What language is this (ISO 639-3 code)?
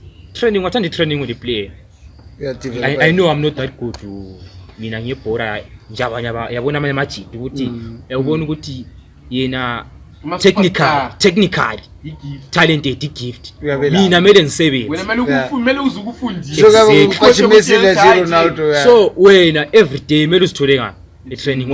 nde